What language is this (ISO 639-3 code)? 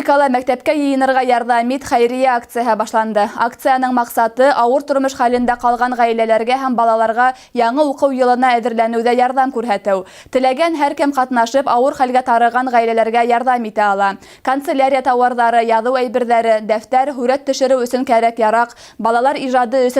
bak